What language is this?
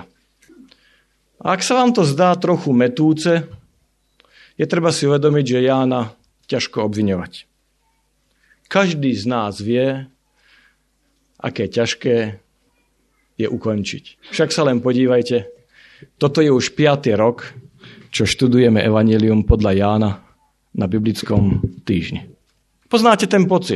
Slovak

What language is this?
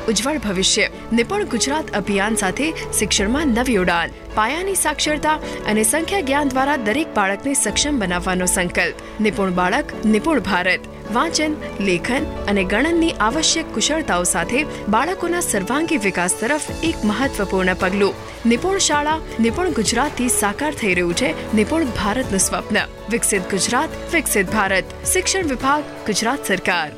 Gujarati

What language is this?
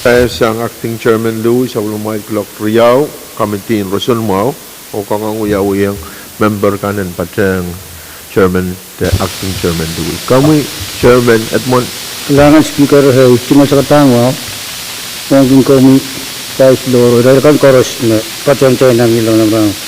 Pohnpeian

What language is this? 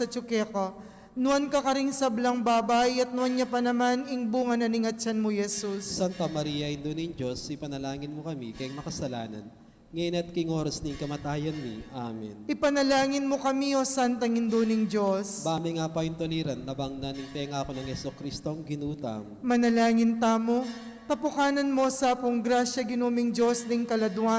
Pampanga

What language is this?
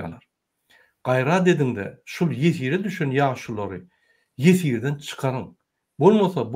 Turkmen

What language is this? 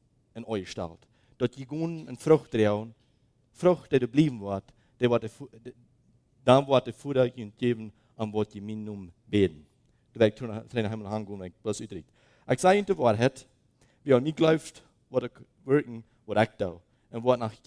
Plautdietsch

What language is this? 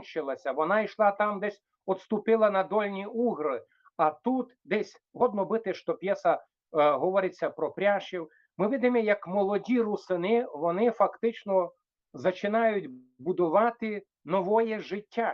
Rusyn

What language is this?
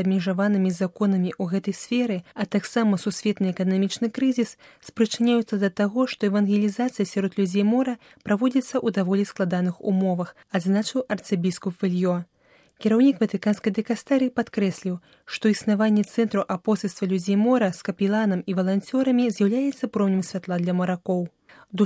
Belarusian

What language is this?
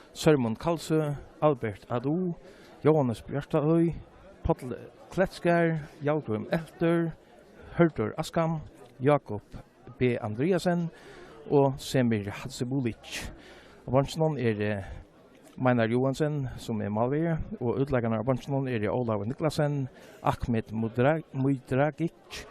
Faroese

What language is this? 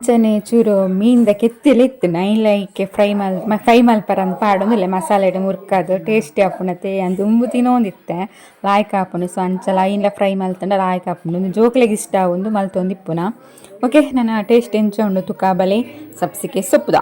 Tulu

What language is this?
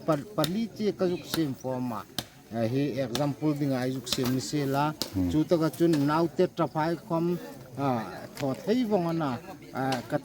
Hmar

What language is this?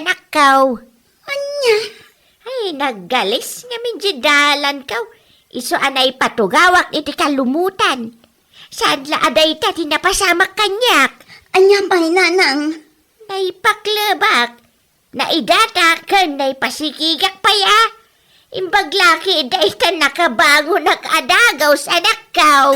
Iloko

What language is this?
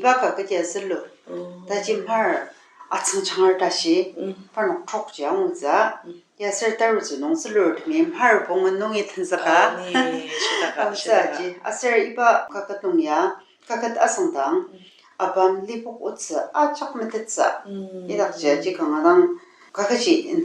Ao Naga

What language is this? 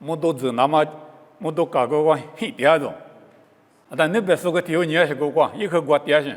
Lisu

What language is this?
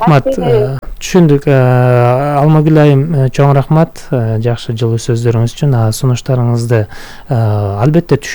Kyrgyz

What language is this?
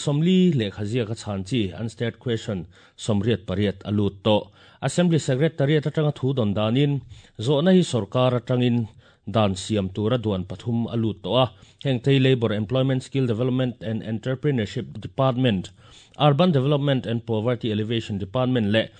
Mizo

